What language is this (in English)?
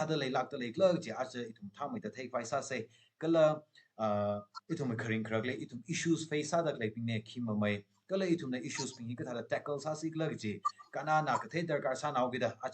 Tangkhul Naga (India)